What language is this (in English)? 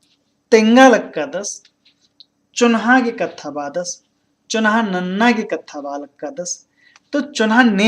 Kurukh